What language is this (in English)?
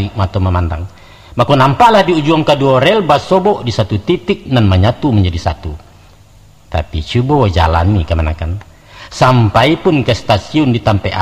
Minangkabau